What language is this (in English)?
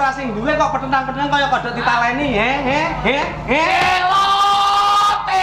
Javanese